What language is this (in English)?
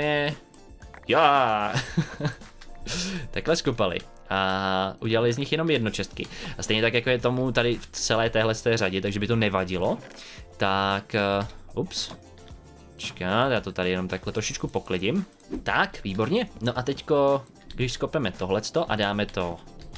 Czech